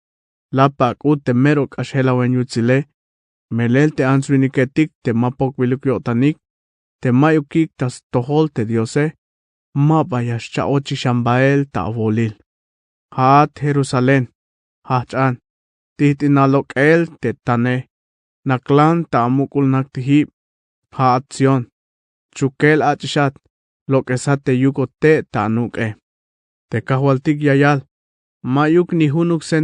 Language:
Tzeltal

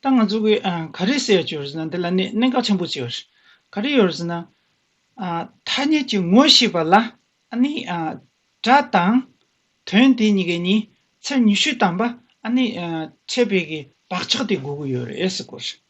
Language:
Tibetan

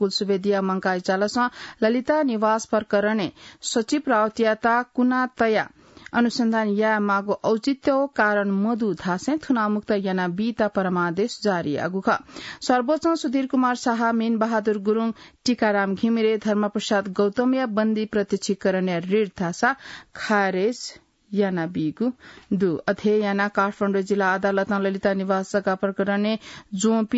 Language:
Newari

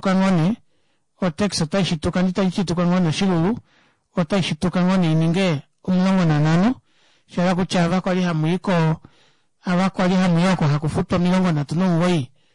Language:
Kuanyama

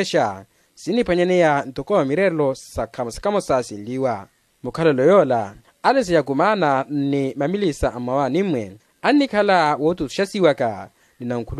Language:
Makhuwa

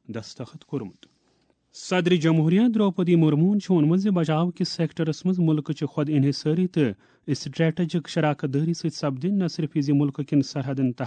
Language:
Kashmiri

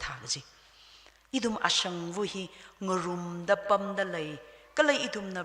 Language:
Tangkhul Naga (India)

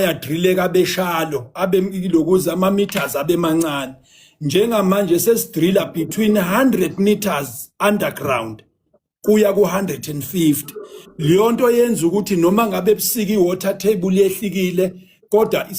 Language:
Zulu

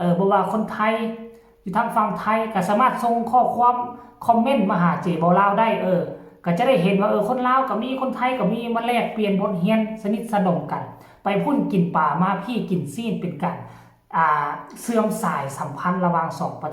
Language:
Lao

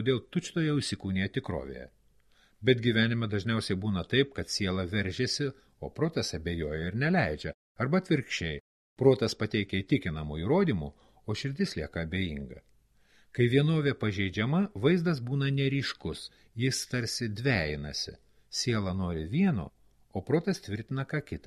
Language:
Lithuanian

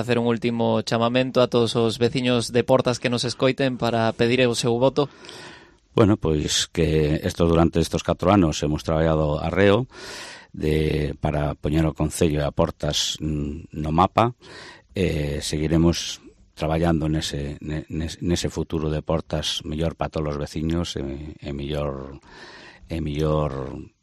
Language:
Galician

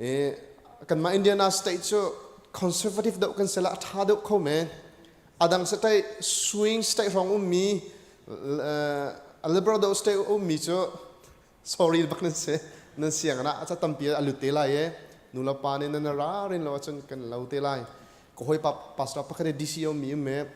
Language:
Hakha Chin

